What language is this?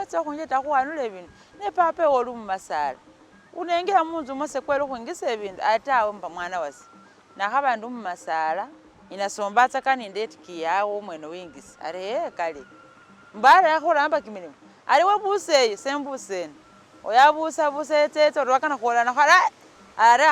Masaaba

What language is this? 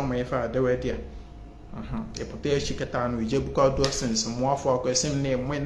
Igbo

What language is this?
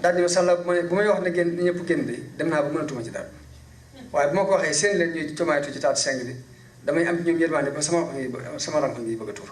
Wolof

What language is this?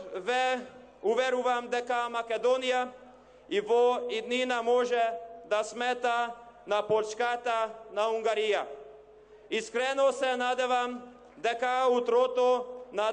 Macedonian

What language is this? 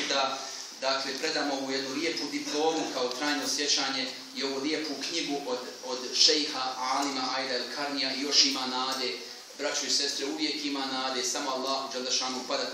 Bosnian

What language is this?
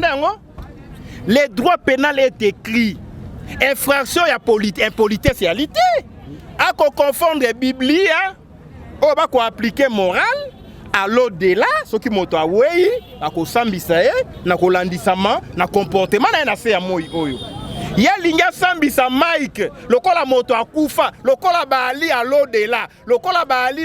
Lingala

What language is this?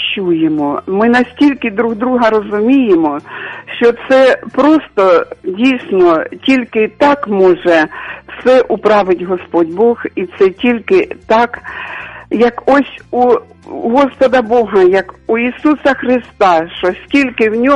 Ukrainian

